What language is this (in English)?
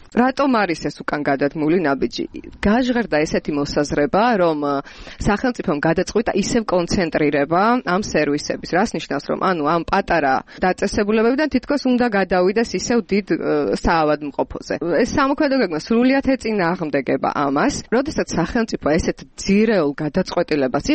Georgian